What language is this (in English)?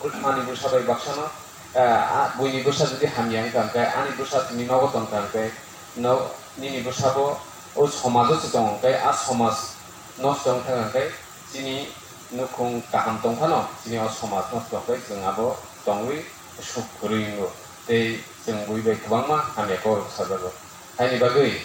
Kok Borok